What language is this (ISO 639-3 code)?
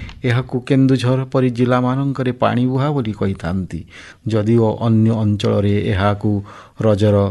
ori